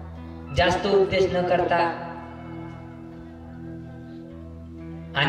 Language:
Marathi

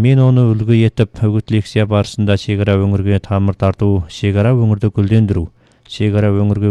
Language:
Kazakh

